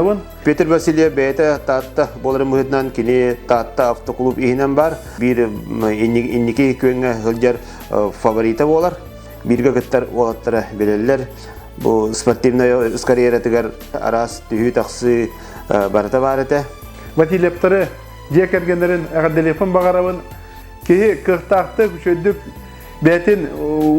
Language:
Yakut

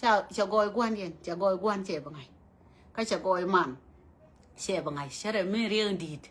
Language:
Nuer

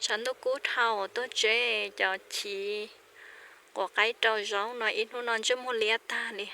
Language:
Hmong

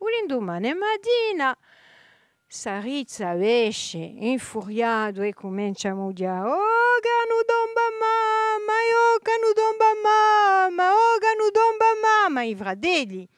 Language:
Corsican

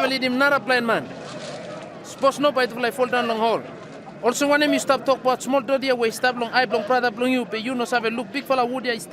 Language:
Bislama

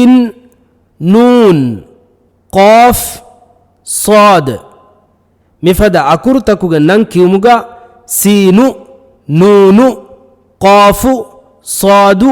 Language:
Divehi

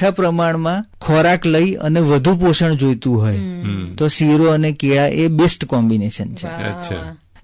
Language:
Gujarati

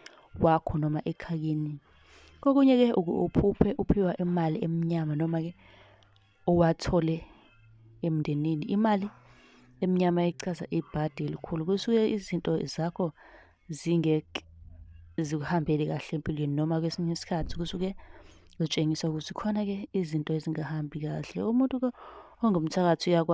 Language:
Zulu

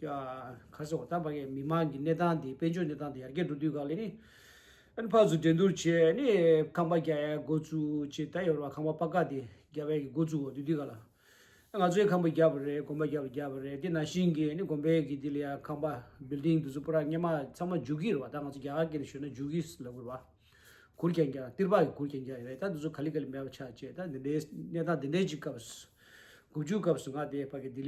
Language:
Tibetan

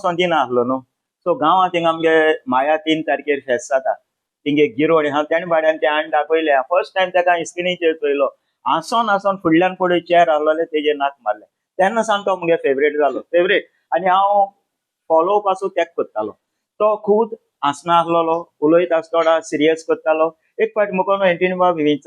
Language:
Konkani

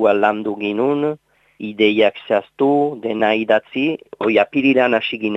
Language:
Basque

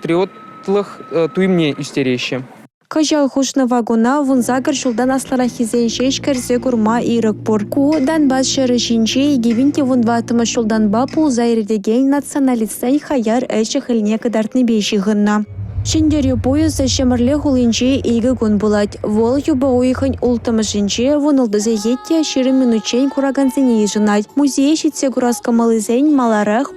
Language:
Chuvash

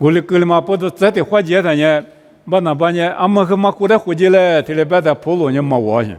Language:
Lisu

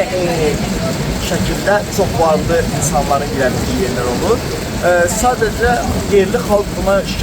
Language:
Azerbaijani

